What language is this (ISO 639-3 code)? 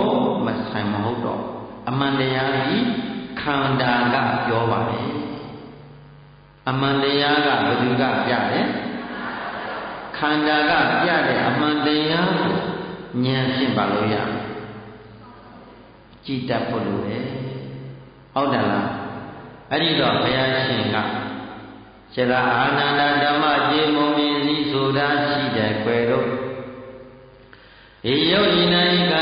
mya